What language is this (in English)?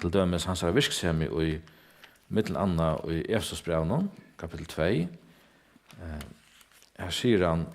Faroese